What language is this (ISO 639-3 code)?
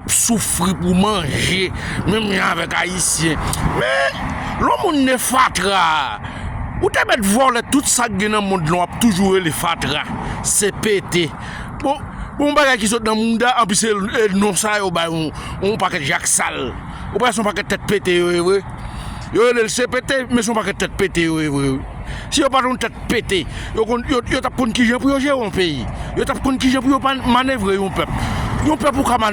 hat